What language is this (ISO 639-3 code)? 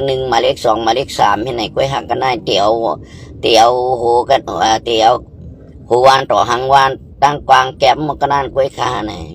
shn